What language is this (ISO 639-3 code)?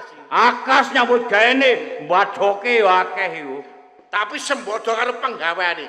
jav